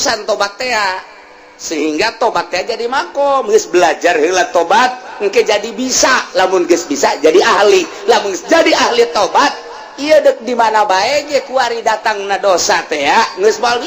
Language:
Sundanese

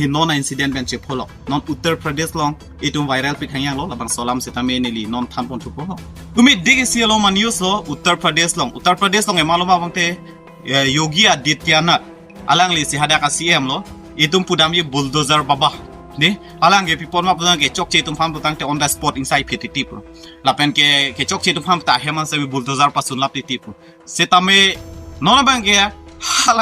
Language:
Karbi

